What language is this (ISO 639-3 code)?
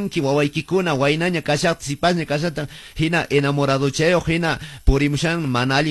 que